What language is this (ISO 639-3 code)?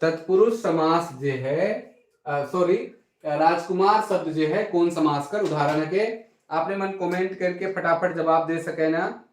sck